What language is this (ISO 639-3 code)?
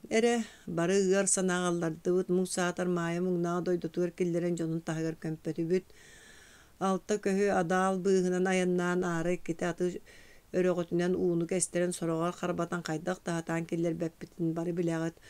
sah